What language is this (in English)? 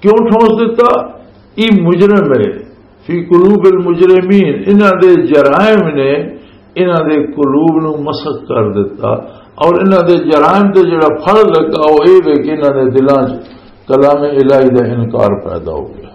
Western Panjabi